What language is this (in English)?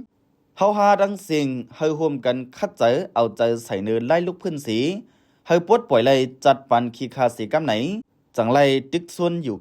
Lao